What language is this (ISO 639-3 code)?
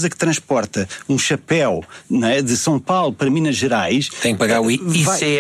por